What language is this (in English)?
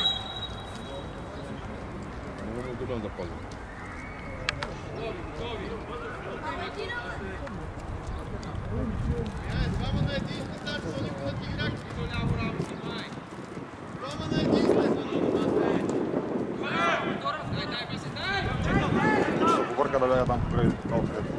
Bulgarian